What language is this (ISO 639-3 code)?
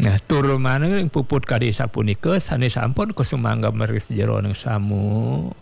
ban